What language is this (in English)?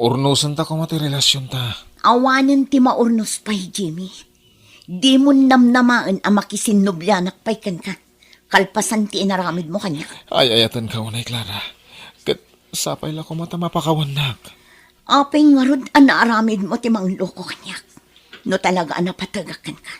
Iloko